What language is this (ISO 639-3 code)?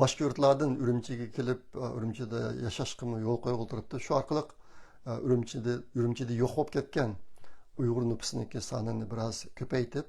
uig